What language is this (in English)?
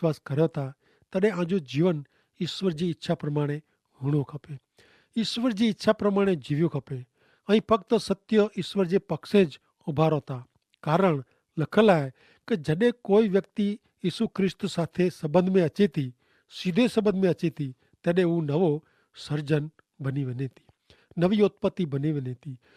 Kachhi